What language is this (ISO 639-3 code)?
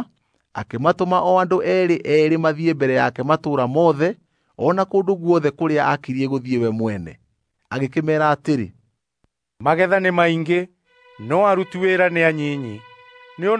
kik